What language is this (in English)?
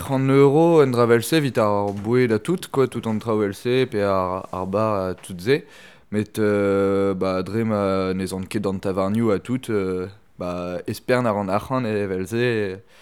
Breton